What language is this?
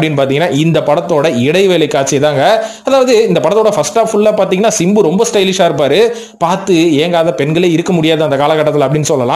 Tamil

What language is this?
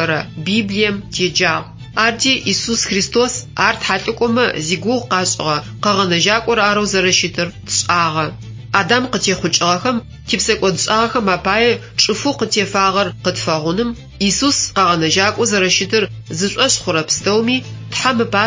Adyghe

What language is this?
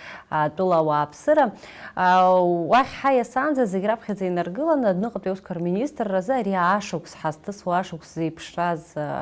Abkhazian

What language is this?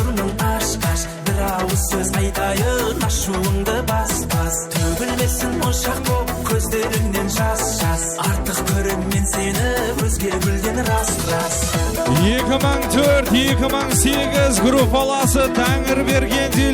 Kara-Kalpak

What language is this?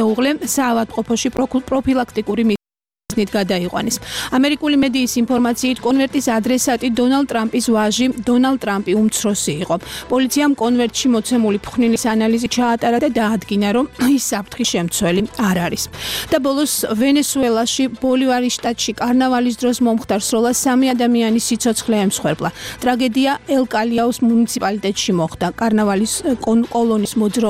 Georgian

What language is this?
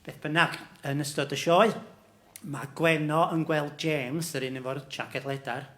Welsh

